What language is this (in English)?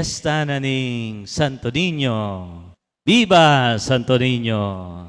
Pampanga